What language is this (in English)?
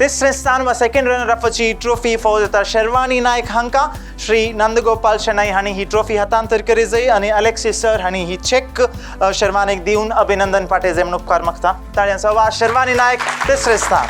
Konkani